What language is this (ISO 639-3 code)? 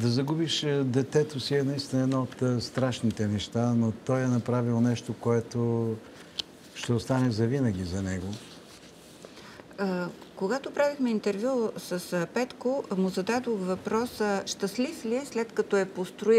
bul